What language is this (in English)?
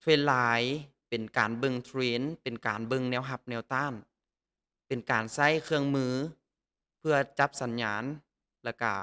Lao